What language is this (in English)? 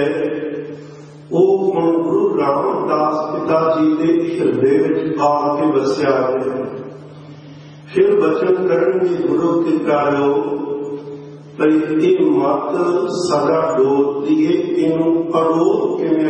Punjabi